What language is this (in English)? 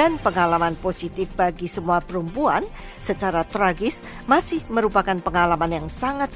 Indonesian